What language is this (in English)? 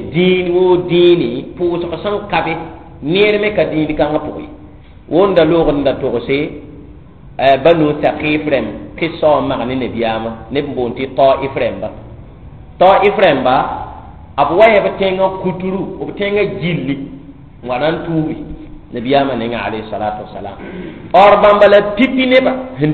Mossi